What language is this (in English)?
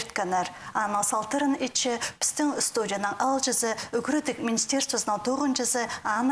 Khakas